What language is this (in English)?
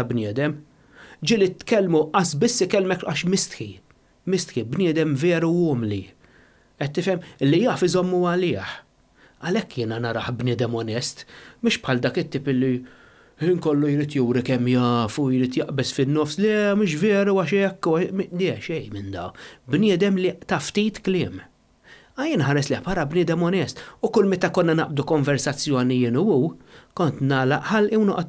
Maltese